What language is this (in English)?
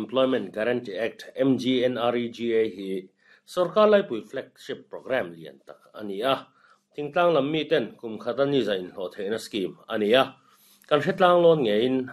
Mizo